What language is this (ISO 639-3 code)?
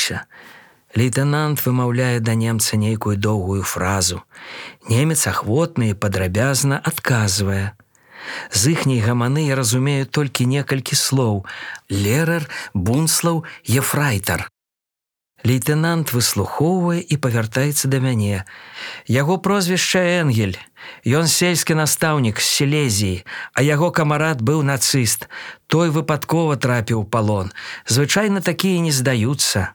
bel